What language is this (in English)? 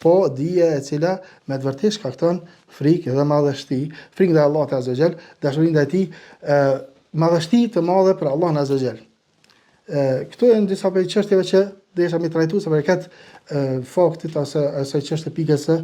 Albanian